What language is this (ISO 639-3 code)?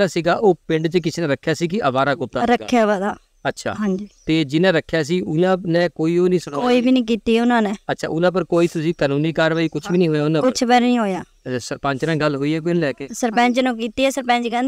pan